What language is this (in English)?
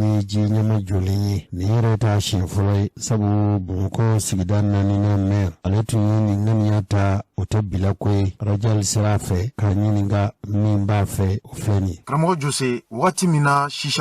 Bambara